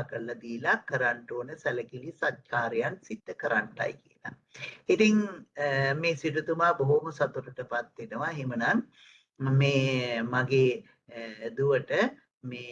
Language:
Sinhala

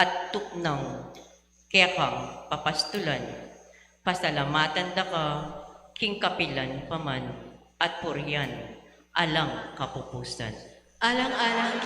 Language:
Pampanga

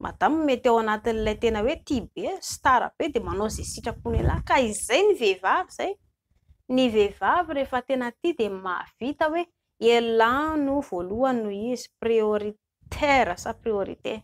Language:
Malagasy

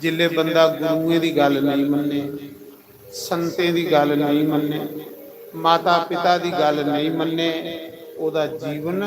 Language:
Dogri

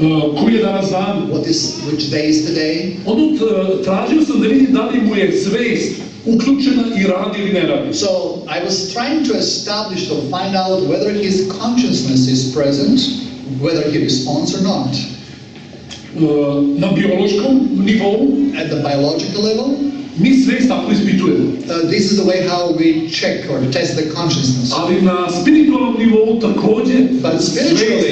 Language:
Serbian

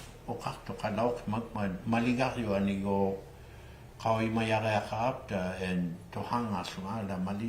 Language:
Inuktitut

